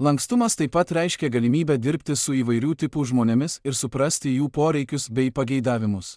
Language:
Lithuanian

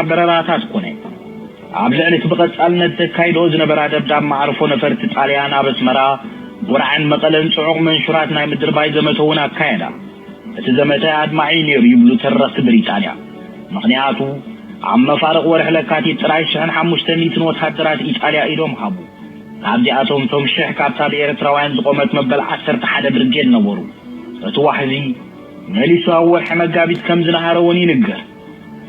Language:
Tigrinya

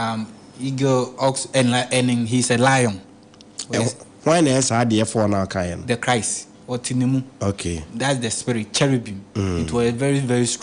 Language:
Akan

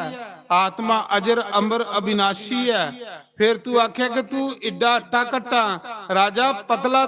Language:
Dogri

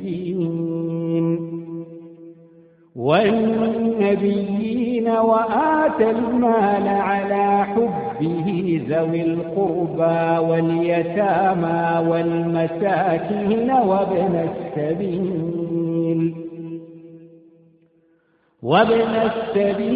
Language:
Arabic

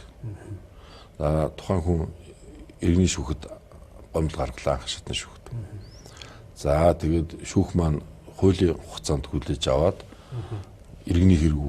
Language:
Mongolian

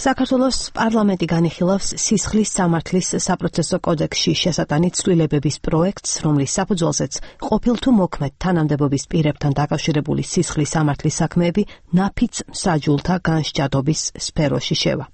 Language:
Georgian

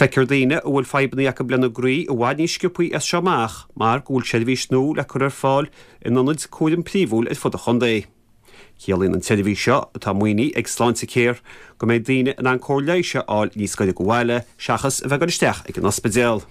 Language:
Irish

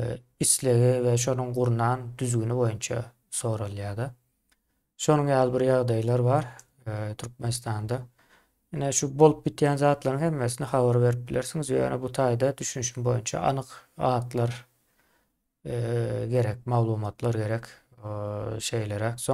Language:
Turkmen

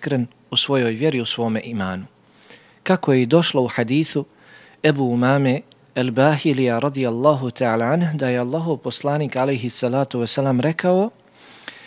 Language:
Bosnian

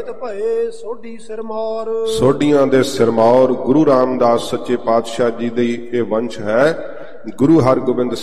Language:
Punjabi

